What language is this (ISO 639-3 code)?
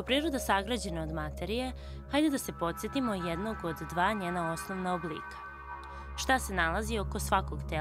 srp